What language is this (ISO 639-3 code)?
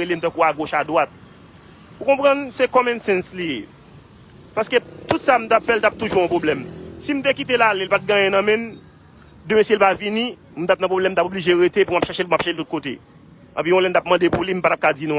hat